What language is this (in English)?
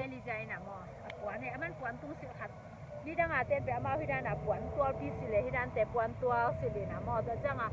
Tedim Chin